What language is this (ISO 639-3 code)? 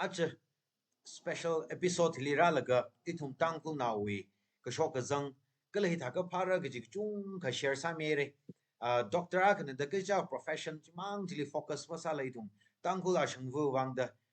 nmf